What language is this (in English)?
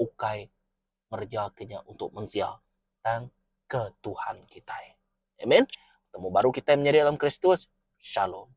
Iban